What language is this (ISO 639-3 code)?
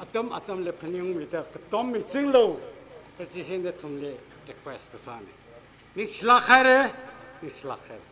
nmf